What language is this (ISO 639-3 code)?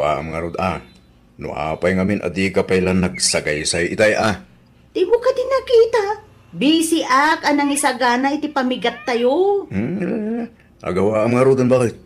ilo